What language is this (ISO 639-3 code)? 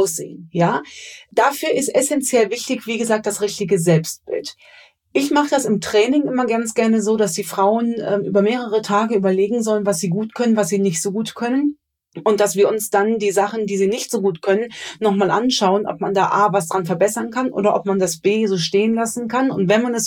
deu